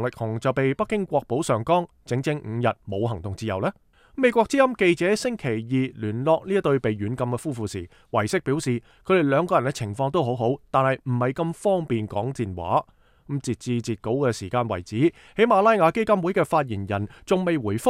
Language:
Cantonese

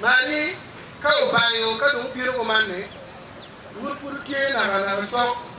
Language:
Acoli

